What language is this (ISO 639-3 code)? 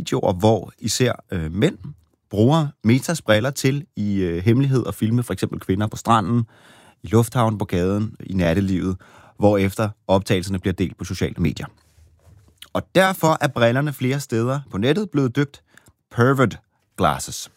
dan